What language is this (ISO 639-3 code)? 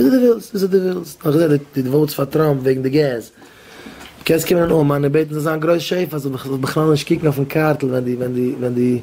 yid